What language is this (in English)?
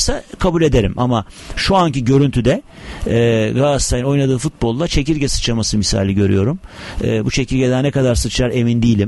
Turkish